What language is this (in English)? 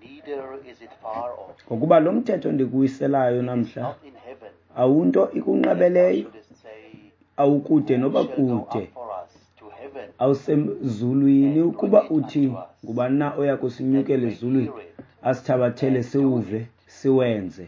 Xhosa